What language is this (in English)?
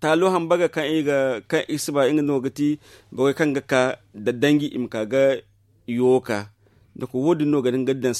Zarma